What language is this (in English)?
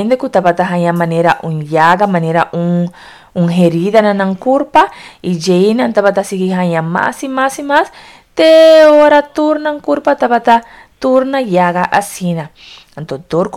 Papiamento